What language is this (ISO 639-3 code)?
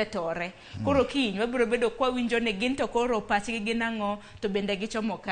luo